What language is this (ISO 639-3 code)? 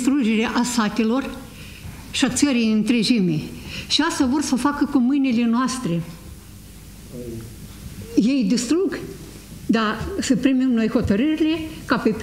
ron